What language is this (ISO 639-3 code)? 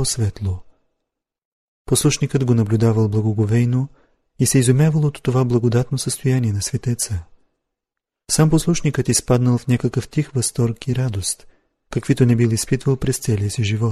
bul